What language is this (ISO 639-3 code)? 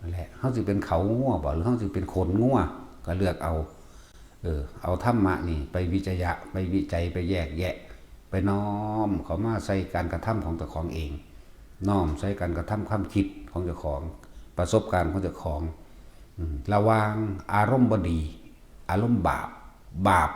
tts